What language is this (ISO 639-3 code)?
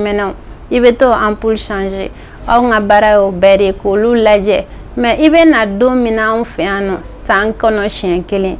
bam